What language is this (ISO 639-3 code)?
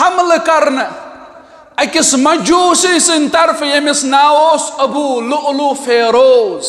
kas